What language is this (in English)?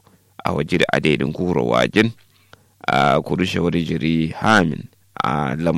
Kanuri